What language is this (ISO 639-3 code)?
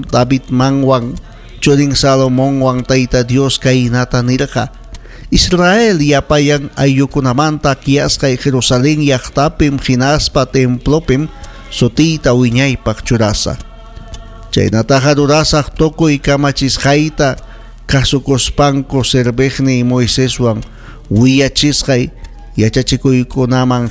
quy